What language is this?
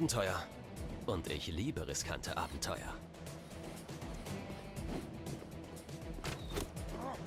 German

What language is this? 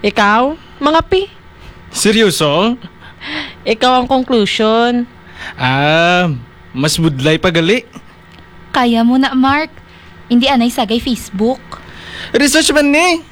Hiligaynon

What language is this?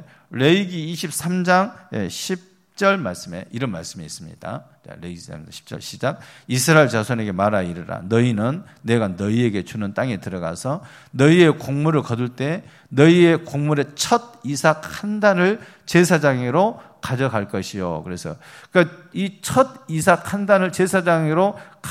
Korean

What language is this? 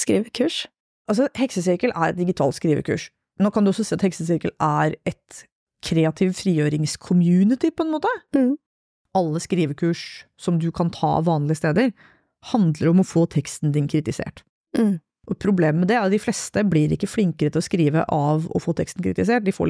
Norwegian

